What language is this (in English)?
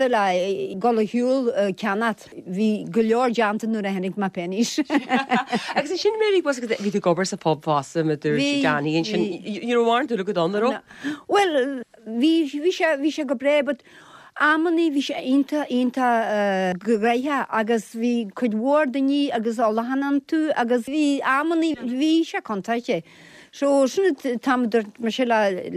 Irish